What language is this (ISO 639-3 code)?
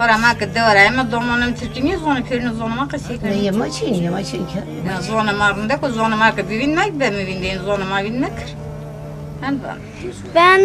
zza